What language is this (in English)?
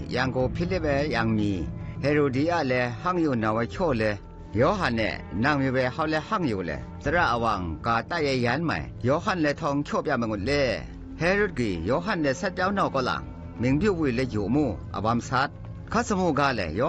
Zaiwa